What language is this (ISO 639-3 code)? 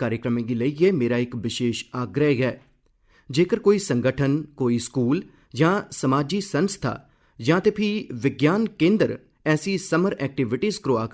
doi